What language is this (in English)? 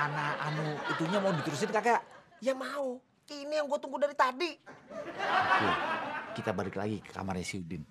Betawi